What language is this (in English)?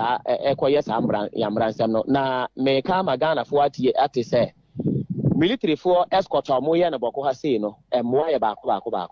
Akan